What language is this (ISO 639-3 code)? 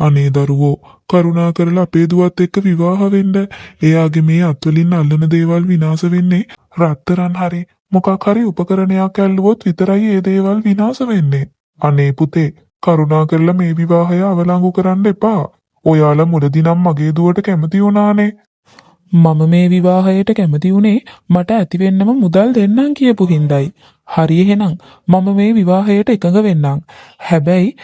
sin